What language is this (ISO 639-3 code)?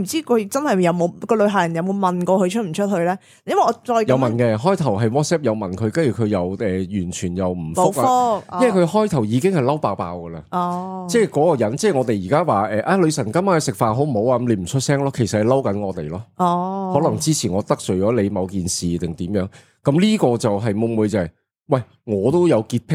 yue